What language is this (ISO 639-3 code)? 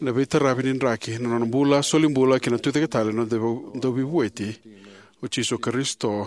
fij